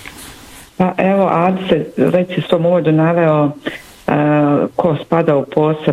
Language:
Bosnian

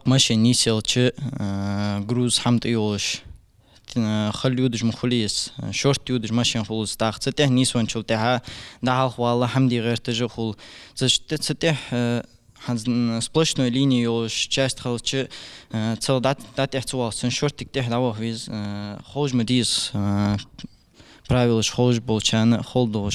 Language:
Ingush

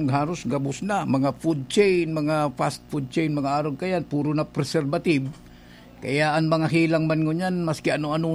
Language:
Bikol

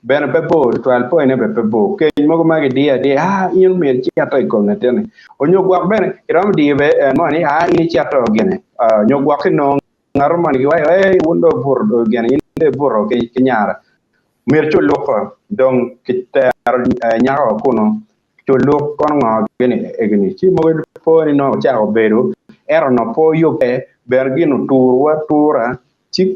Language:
Acoli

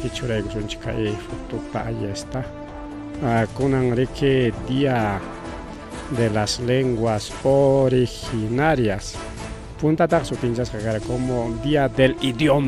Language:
Ayacucho Quechua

